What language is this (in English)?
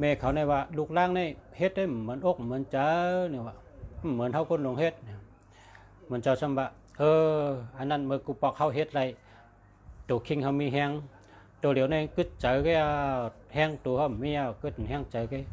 Shan